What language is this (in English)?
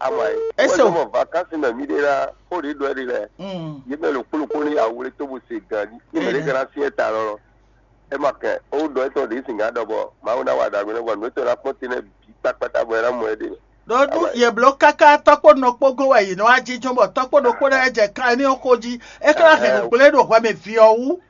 Fon